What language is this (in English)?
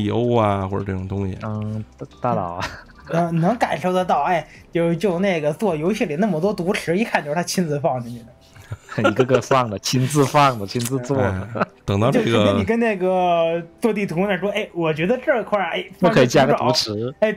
Chinese